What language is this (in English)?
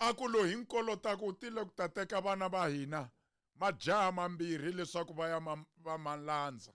Tsonga